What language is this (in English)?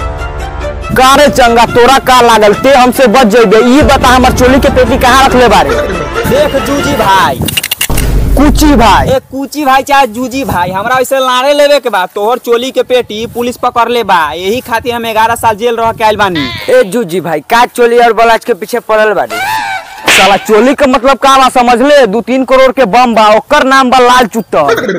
Bhojpuri